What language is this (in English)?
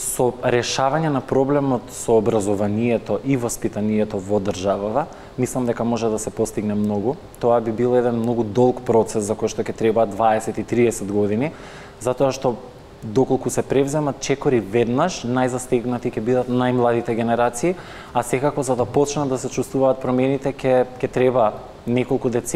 Macedonian